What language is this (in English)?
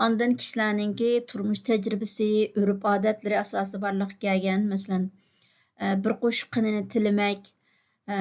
Uyghur